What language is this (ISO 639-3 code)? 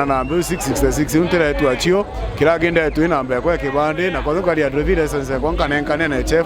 mer